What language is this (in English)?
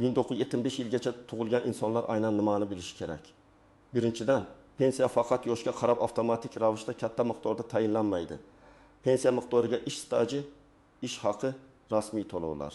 Uzbek